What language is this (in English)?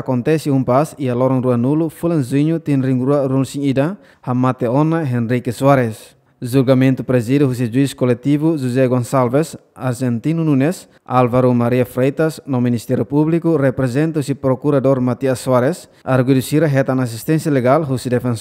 Tetum